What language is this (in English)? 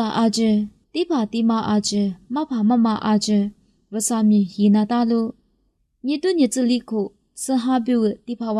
Lisu